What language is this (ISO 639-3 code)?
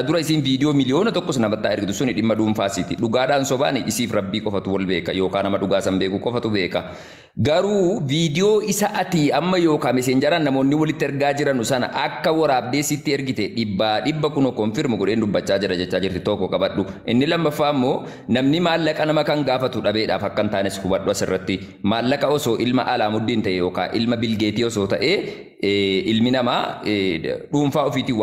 orm